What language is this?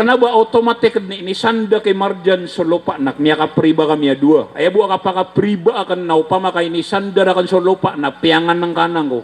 Maranao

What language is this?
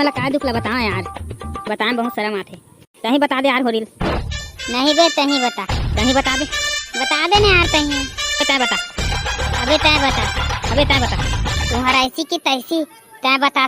Chhattisgarhi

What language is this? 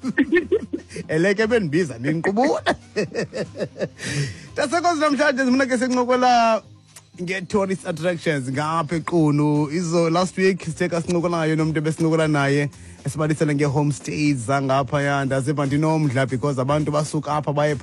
Xhosa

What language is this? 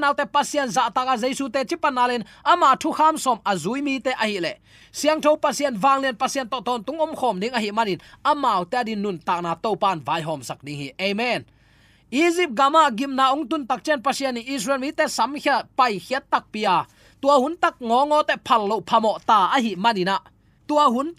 Tedim Chin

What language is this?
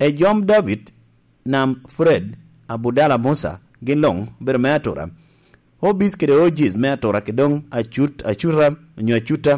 Lango (Uganda)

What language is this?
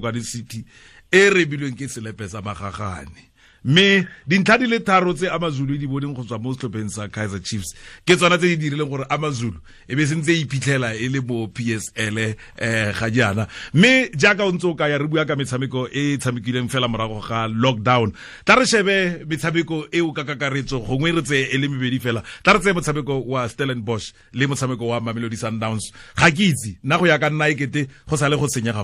Tswana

